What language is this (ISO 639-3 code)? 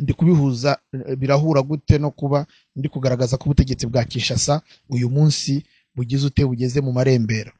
kin